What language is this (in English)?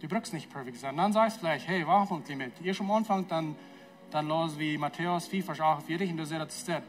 Plautdietsch